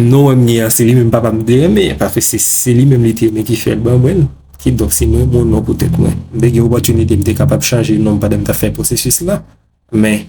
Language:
Haitian Creole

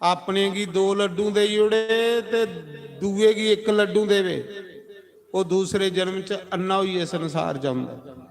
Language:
Dogri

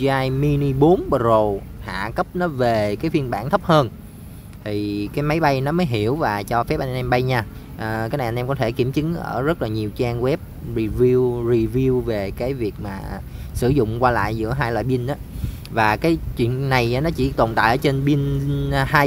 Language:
Vietnamese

